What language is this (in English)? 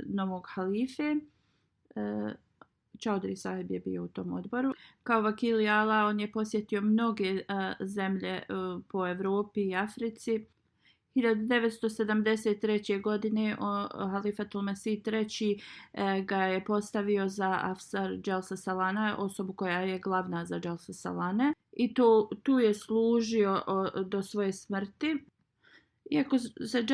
Bosnian